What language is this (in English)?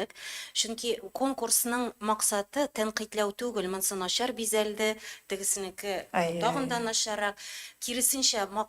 Tatar